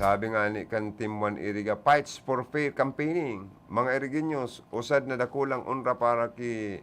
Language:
Bikol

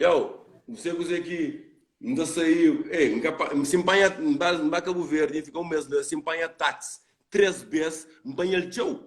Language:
Kabuverdianu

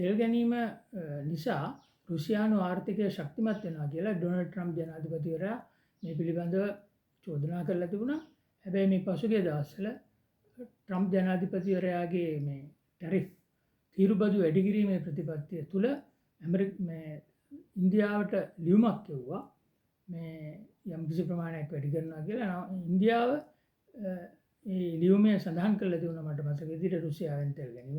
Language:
Sinhala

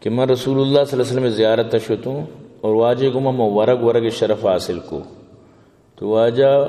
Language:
Eastern Balochi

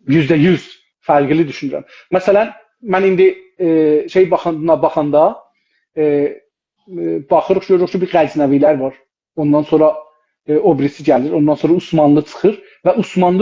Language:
South Azerbaijani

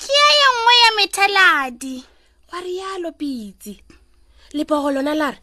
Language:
Northern Sotho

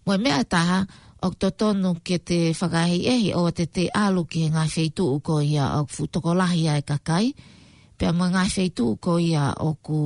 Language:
Tongan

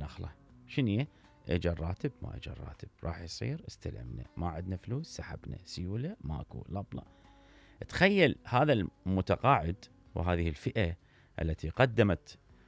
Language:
Mesopotamian Arabic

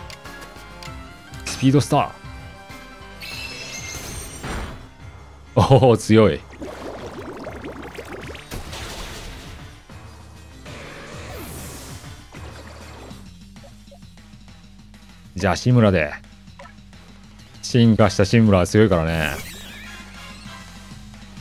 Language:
Japanese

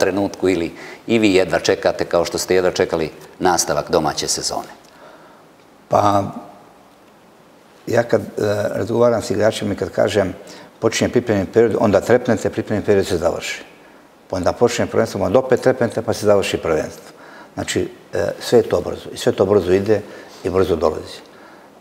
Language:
Croatian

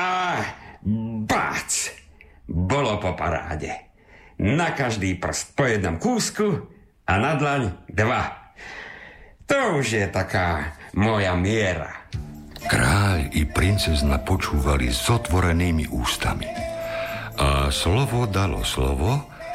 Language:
Slovak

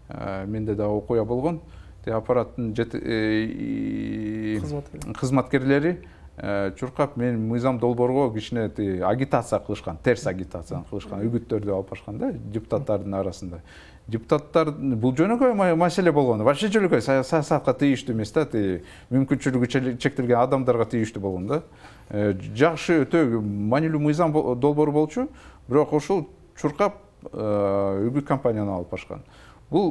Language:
Kyrgyz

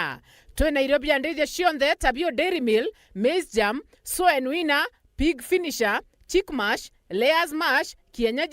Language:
Meru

